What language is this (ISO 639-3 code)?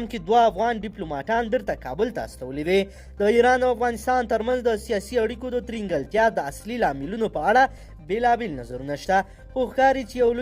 pus